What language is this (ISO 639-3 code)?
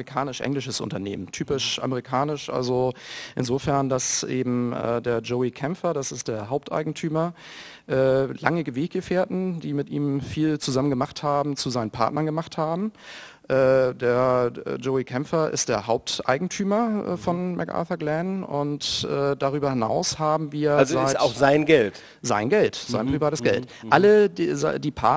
deu